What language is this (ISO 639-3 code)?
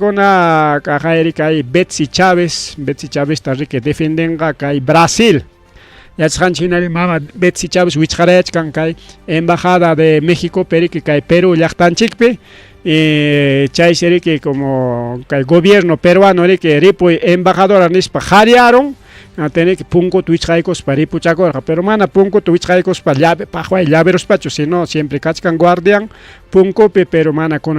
quy